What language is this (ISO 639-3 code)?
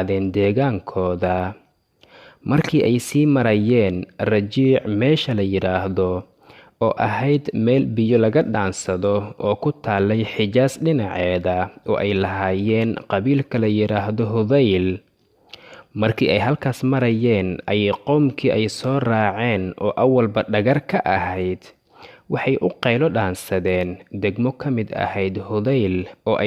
som